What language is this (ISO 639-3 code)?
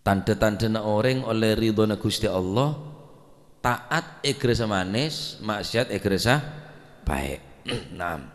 mad